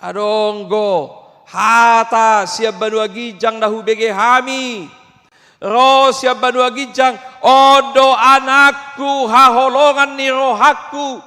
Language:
Batak Toba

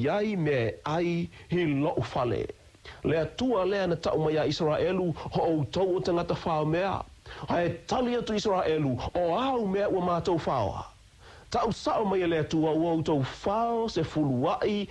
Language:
Samoan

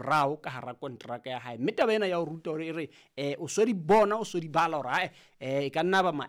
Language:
Southern Sotho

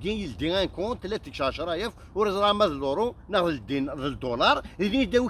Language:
Kabyle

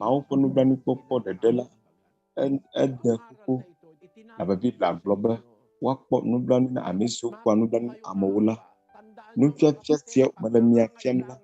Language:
Ewe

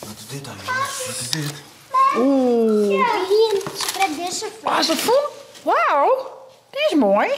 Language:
Western Frisian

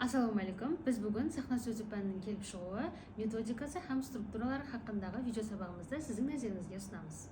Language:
Kara-Kalpak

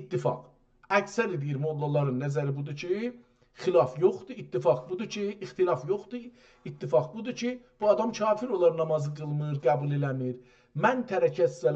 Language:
South Azerbaijani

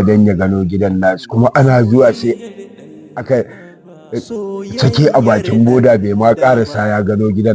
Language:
Hausa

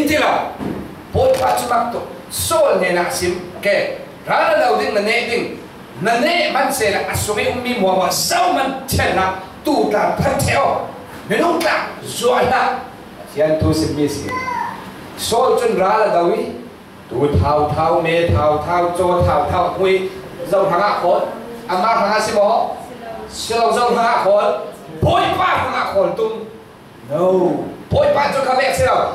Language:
Falam Chin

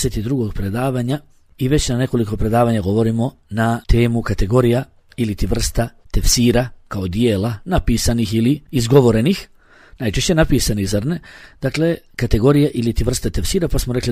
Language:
Bosnian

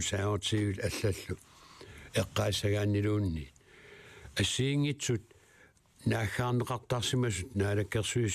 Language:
Kalaallisut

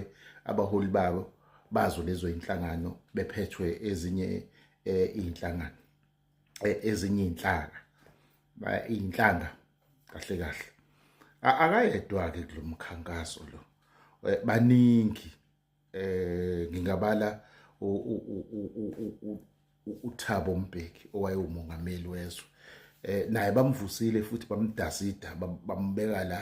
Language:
Zulu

